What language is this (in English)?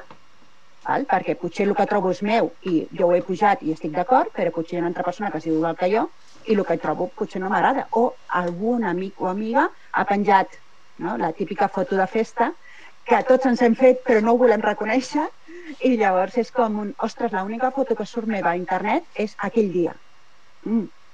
Catalan